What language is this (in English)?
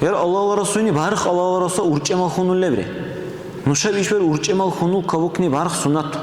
Dargwa